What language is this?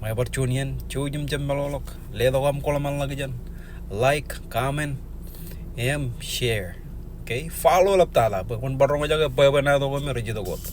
Marshallese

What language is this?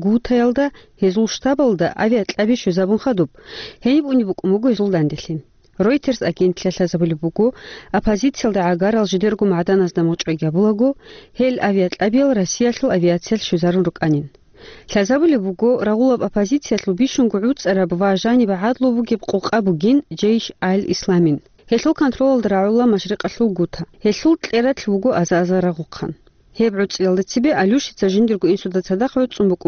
Avaric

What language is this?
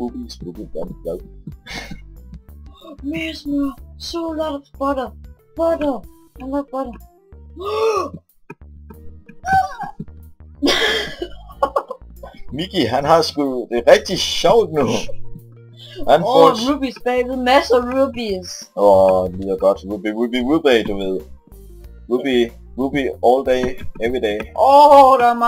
Danish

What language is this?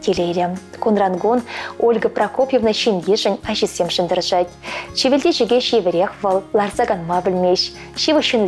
Chuvash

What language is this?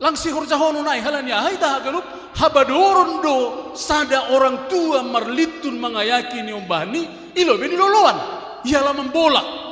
Batak Simalungun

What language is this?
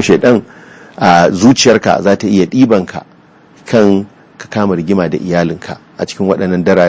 Hausa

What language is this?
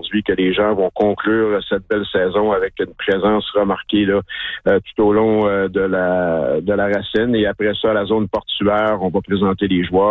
French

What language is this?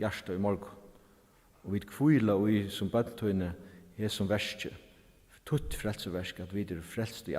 Faroese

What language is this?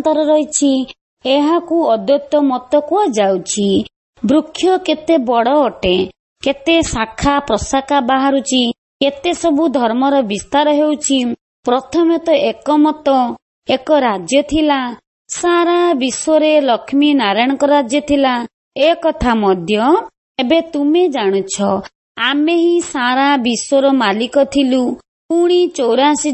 Odia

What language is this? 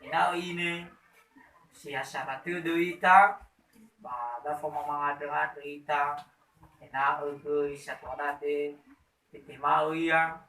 Nias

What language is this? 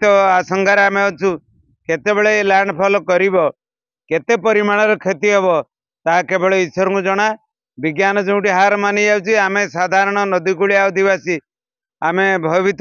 Odia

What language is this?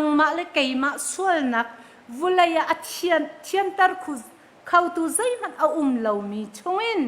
Hakha Chin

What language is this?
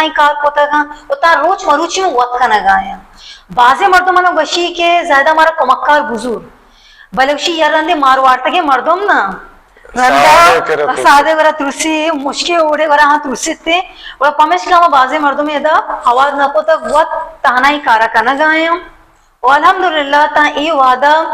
Baluchi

